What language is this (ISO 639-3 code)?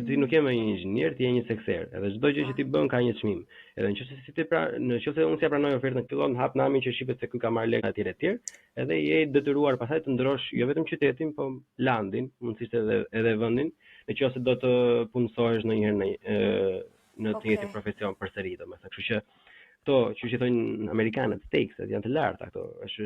sqi